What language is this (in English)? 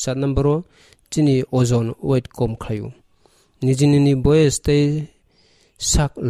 Kok Borok